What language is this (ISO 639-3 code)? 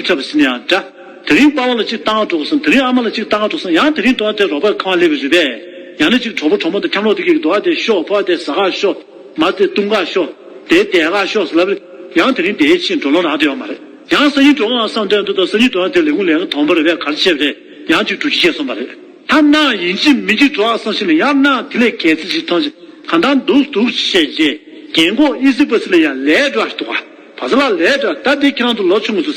bod